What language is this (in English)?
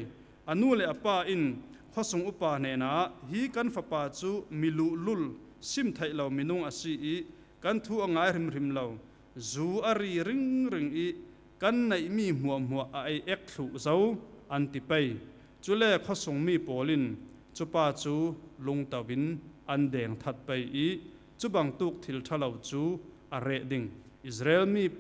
Falam Chin